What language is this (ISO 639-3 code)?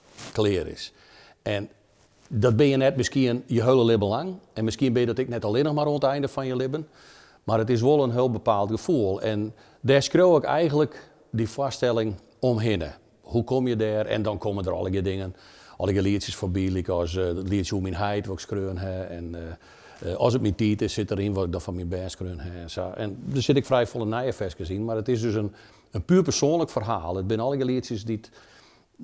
fry